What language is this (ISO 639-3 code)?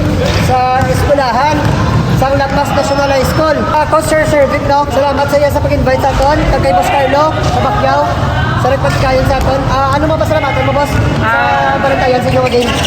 hil